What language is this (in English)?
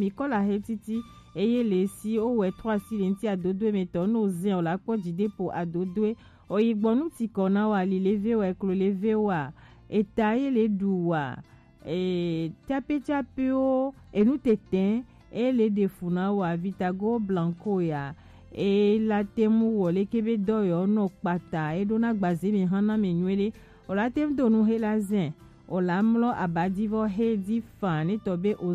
Gen